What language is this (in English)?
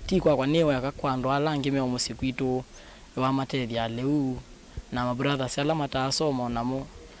Kamba